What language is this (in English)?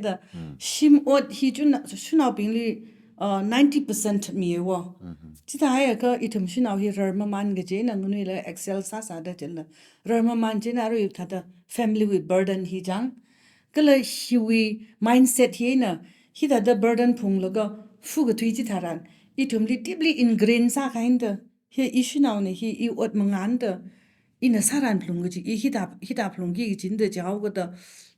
Tangkhul Naga (India)